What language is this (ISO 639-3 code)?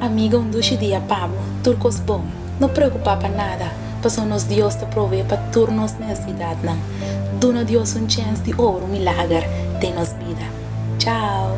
pap